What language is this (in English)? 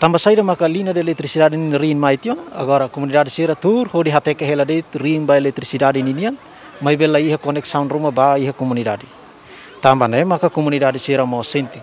Tetum